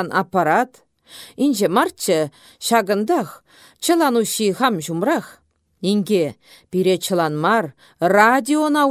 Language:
Chuvash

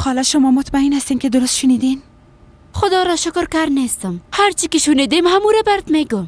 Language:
Persian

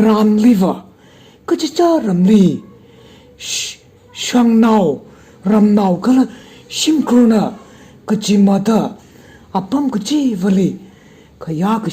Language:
Tangkhul Naga (India)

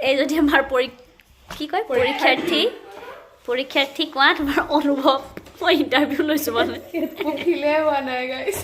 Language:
Assamese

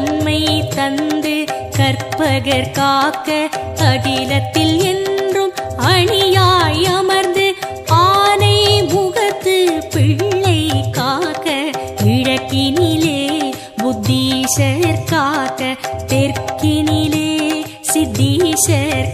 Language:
Tamil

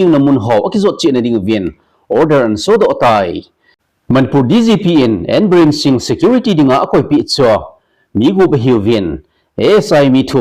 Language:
Thado Chin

